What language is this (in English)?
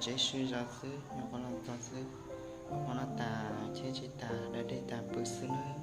Hmong